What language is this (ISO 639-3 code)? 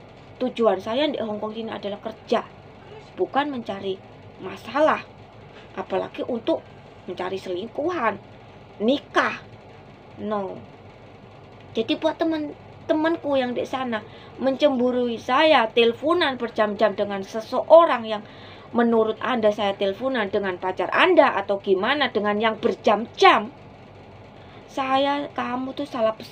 ind